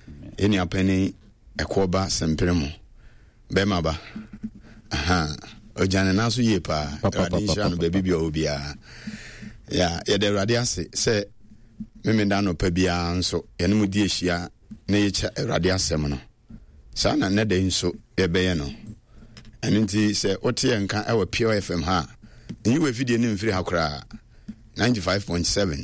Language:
Akan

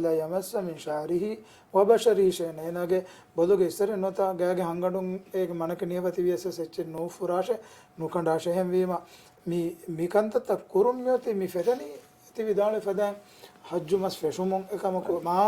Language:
Divehi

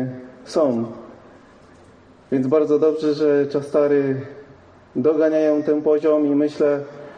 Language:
Polish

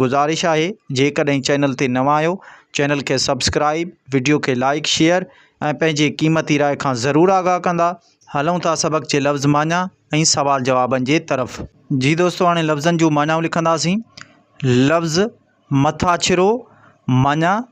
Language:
Sindhi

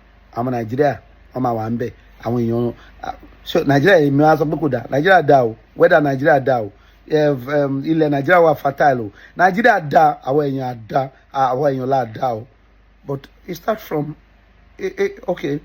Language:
Yoruba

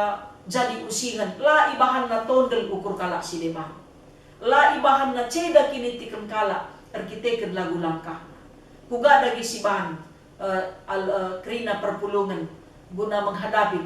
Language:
Batak Karo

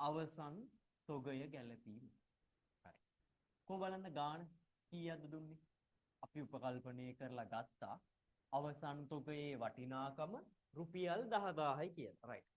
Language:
Sinhala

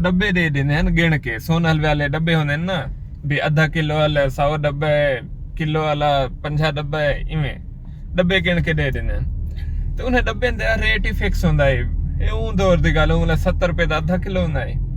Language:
Saraiki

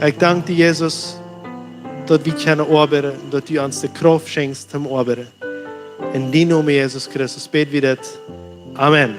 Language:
Plautdietsch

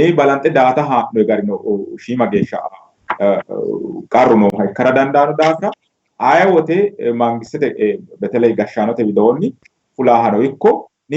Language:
Sidamo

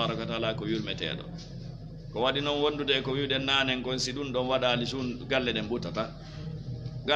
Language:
Fula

